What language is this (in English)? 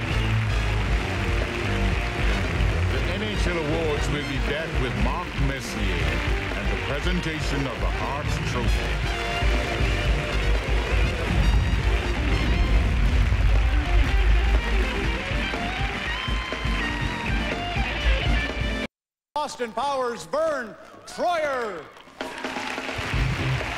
English